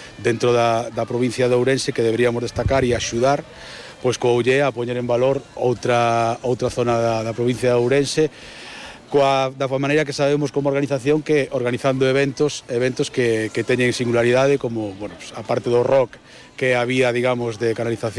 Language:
Galician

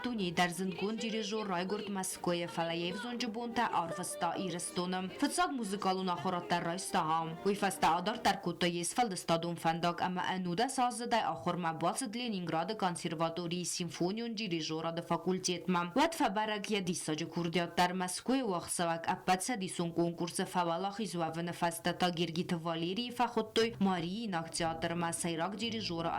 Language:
Ossetic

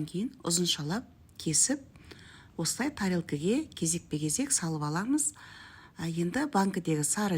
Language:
Kazakh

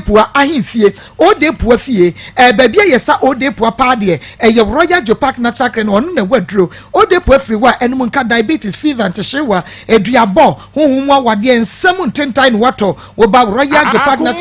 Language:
Akan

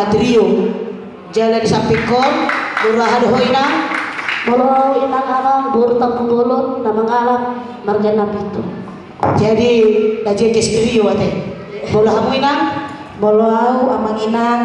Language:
Batak Toba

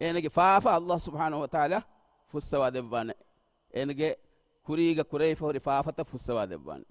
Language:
Divehi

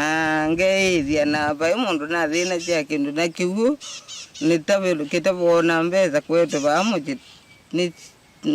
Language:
Kamba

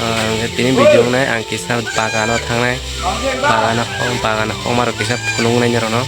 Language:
Kok Borok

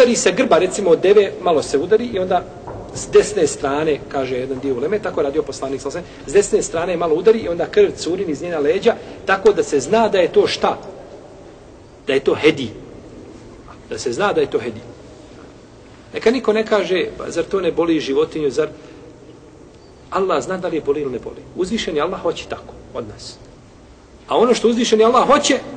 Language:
Bosnian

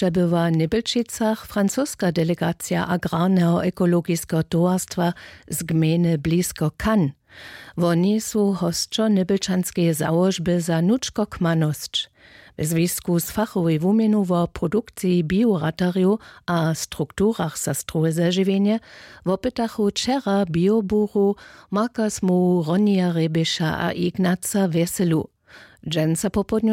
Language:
Upper Sorbian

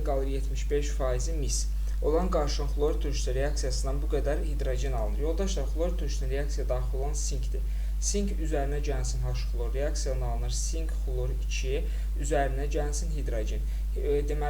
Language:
Azerbaijani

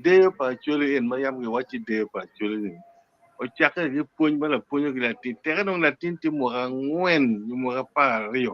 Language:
Acoli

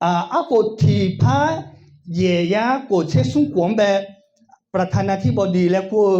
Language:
Akha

